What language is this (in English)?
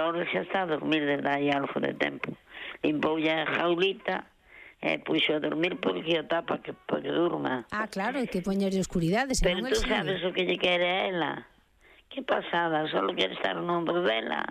Galician